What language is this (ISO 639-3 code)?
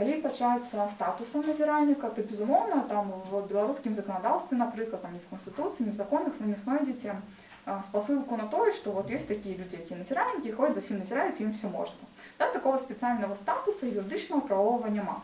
bel